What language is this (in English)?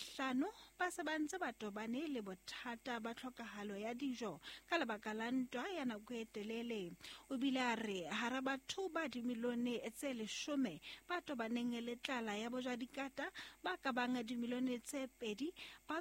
Southern Sotho